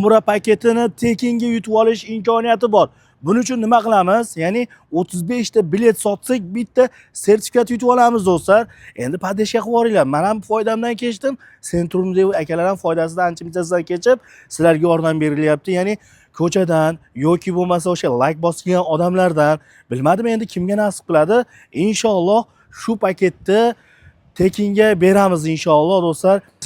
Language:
Uzbek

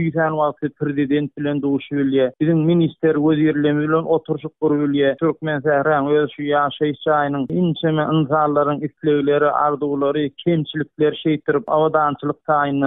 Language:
Turkmen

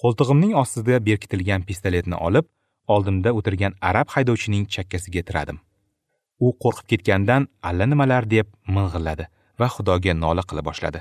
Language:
Uzbek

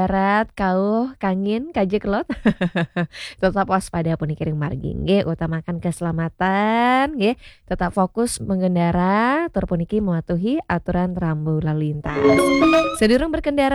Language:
Balinese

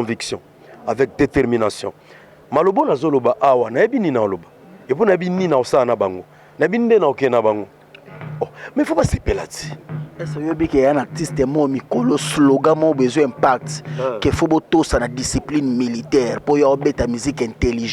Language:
Lingala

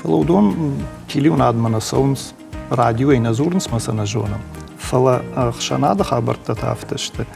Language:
Ossetic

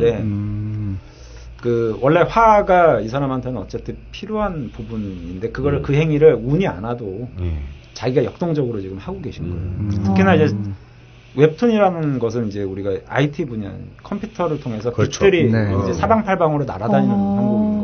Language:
Korean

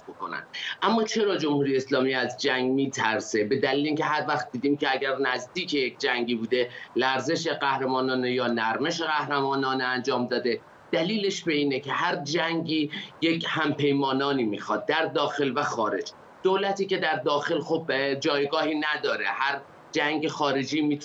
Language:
Persian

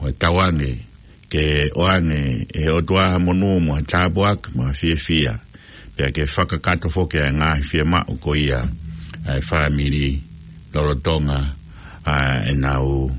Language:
Tongan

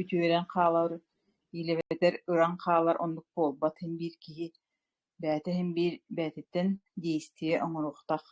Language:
Yakut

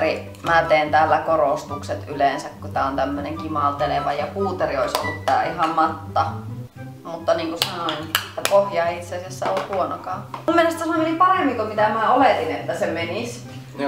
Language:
Finnish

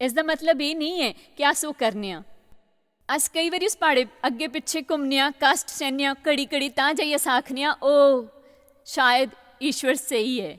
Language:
Dogri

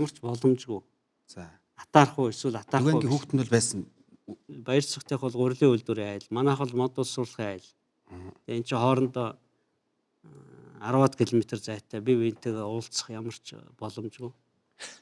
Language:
Mongolian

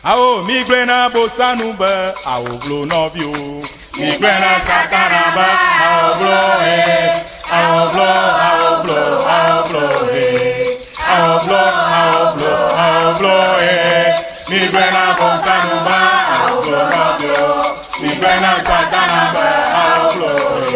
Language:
Ewe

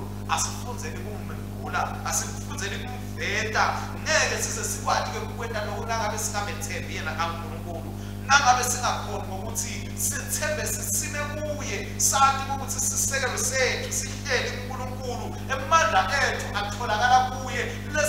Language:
Swati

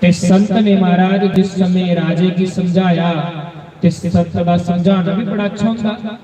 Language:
Dogri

